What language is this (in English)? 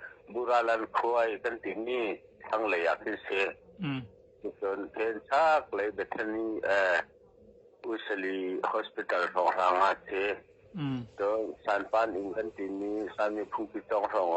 Hakha Chin